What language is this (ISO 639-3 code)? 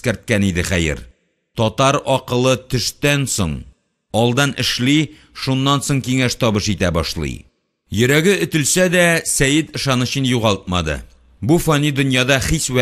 tat